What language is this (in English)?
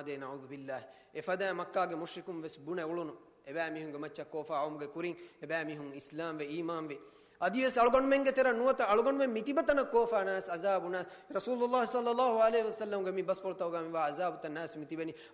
Divehi